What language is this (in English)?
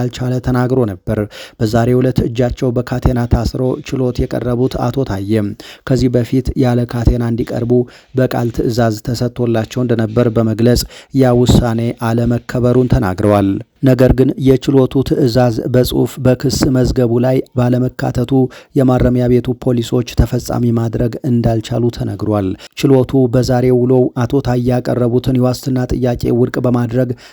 Amharic